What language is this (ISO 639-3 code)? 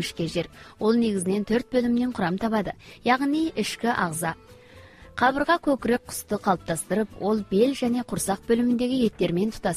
kaz